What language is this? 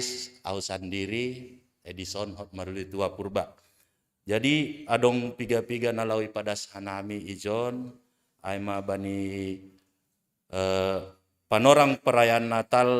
Batak Simalungun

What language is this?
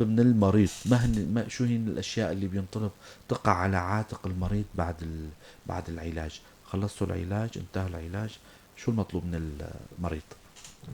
North Levantine Arabic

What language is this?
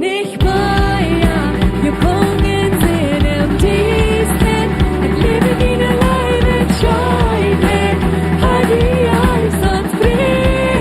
Plautdietsch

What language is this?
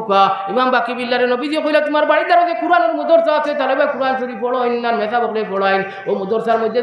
Sylheti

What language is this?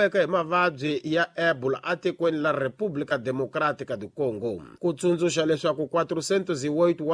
Tsonga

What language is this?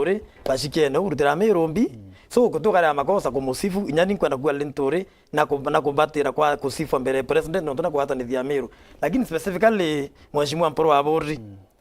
Meru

